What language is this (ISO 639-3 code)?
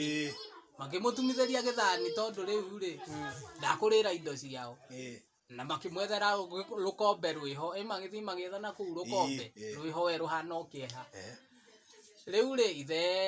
kik